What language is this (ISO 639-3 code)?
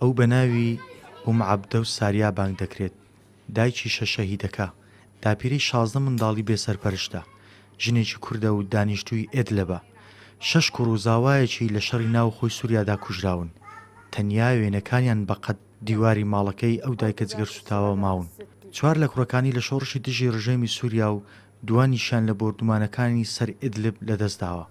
ckb